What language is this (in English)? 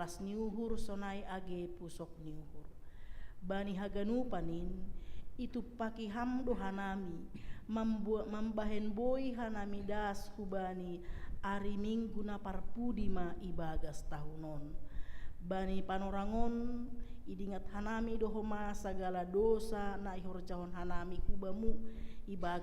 Batak Simalungun